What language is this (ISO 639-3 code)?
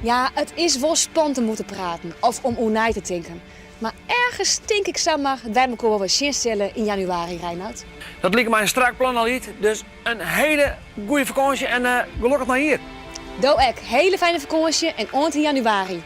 fry